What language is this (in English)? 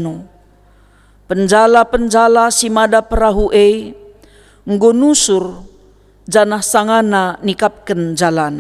Batak Karo